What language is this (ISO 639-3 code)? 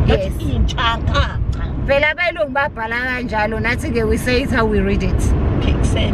zul